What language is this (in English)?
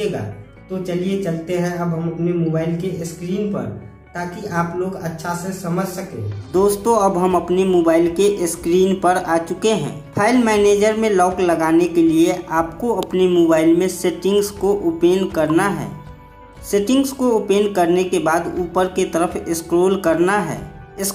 Hindi